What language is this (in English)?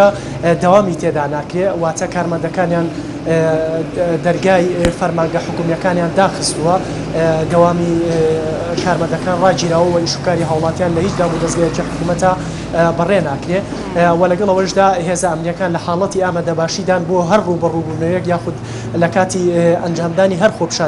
Central Kurdish